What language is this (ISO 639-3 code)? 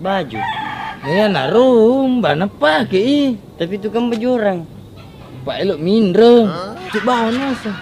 bug